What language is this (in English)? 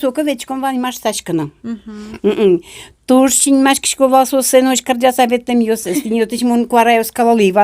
Udmurt